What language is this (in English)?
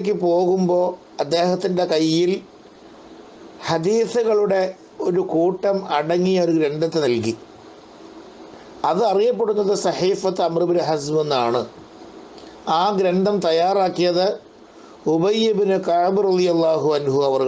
Malayalam